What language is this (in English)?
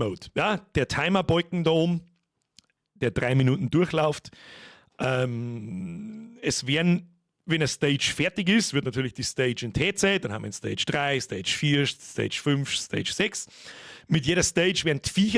Bavarian